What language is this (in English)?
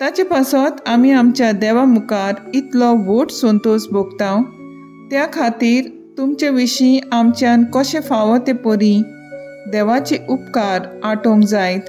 Konkani